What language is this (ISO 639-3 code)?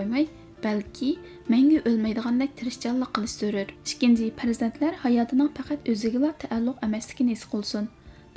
uig